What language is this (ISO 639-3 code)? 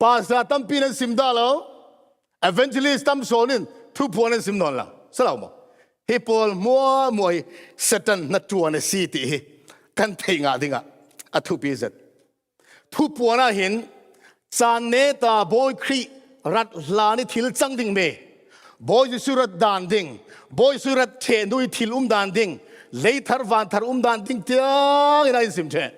cfm